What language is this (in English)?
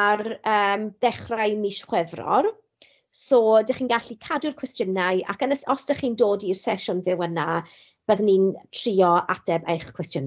Welsh